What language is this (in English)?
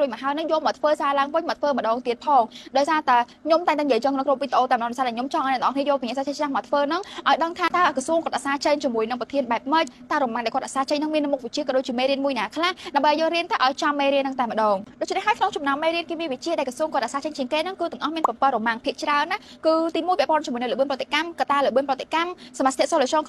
Khmer